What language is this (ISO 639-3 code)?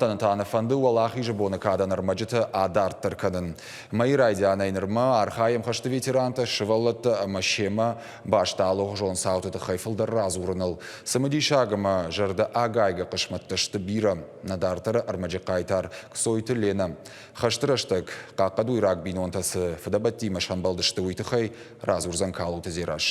oss